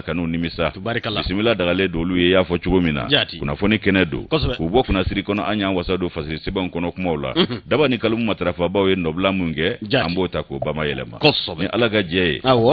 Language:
Bambara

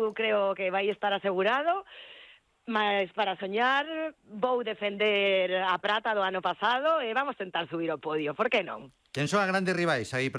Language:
Galician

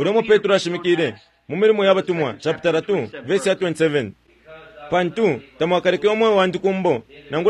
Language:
Bemba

